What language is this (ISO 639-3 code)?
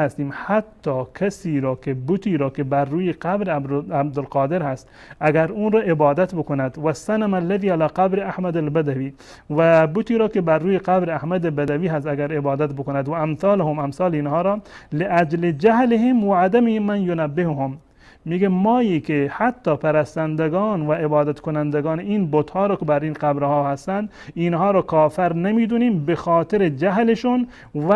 fas